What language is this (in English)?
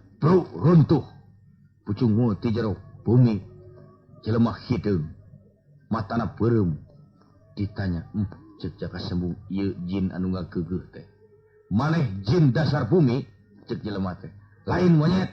Sundanese